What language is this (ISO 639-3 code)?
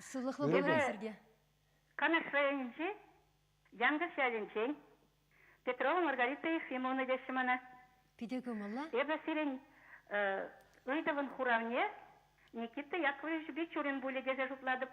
chv